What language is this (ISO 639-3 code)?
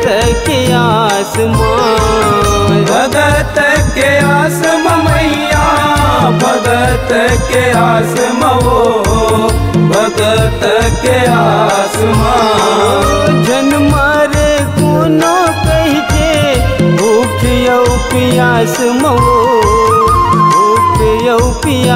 hne